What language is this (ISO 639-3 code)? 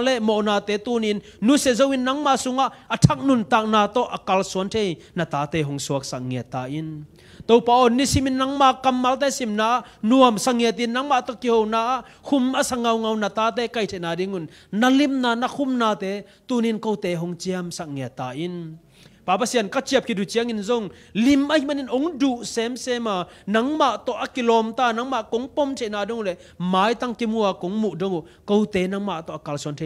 ctd